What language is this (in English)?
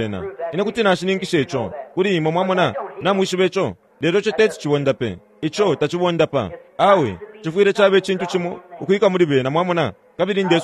Bemba